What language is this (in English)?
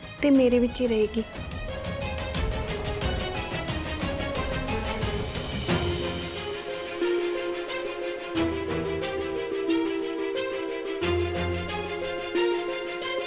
Punjabi